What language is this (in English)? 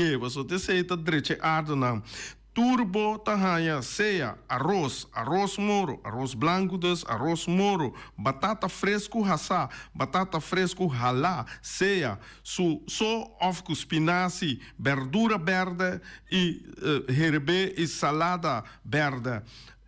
Papiamento